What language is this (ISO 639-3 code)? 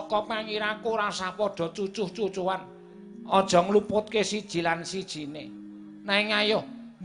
jav